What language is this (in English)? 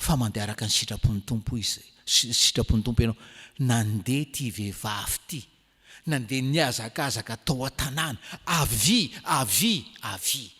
Malagasy